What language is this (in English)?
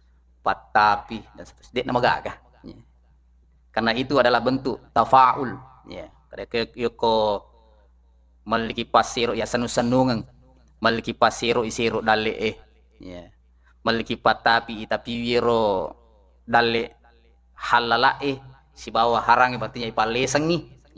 Buginese